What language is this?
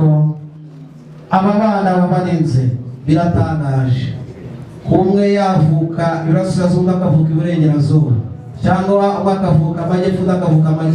Kinyarwanda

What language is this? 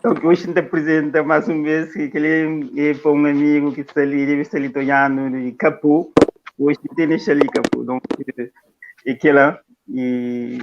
Kabuverdianu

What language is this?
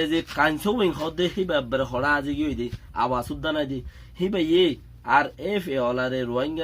Rohingya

